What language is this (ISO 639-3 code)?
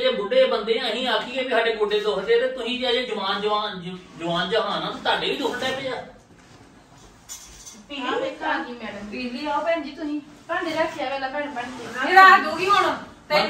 pan